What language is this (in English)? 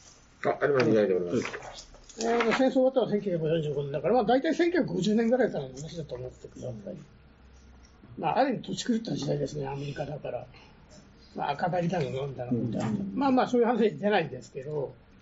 Japanese